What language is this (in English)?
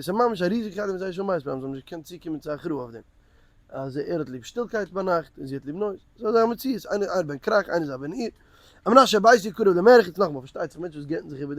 Yiddish